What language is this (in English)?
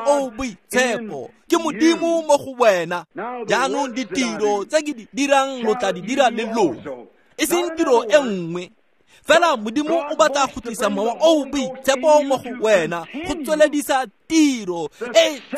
Tswana